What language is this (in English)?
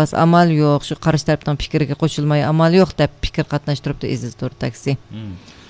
Uyghur